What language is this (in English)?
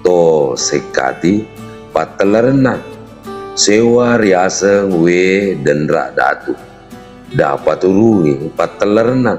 Buginese